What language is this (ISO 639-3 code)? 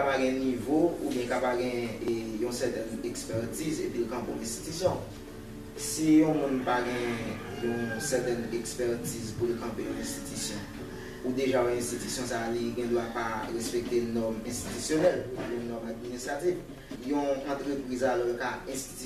hat